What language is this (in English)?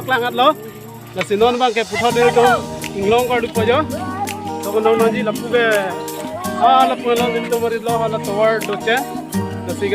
Karbi